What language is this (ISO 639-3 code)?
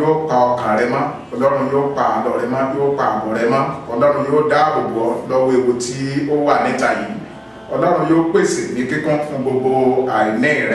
yor